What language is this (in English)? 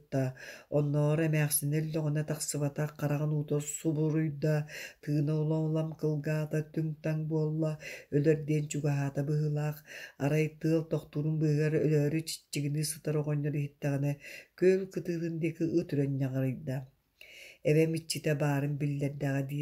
Yakut